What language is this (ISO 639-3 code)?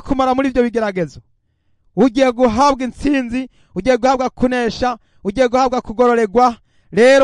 run